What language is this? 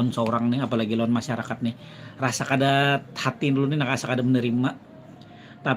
Banjar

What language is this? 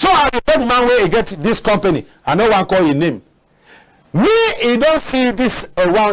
Cameroon Pidgin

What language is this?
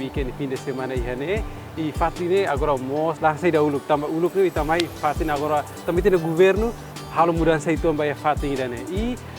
Tetum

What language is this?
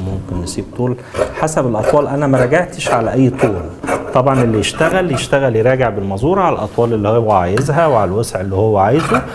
Egyptian Arabic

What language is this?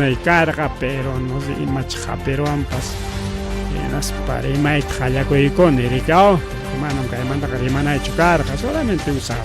Ayacucho Quechua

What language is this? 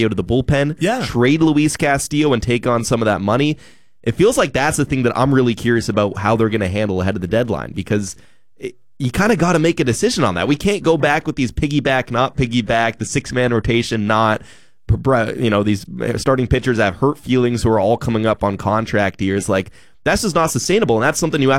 English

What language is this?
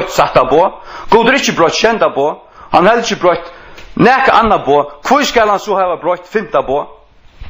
Faroese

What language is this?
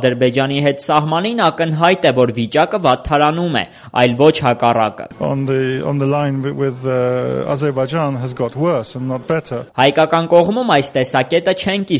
Armenian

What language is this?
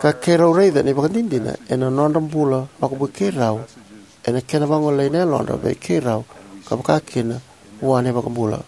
Fijian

